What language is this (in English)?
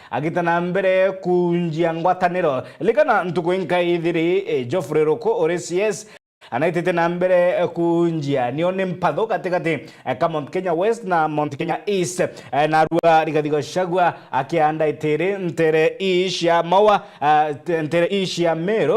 Meru